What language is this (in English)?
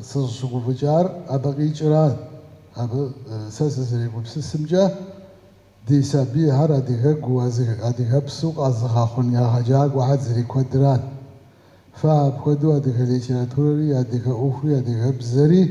Kabardian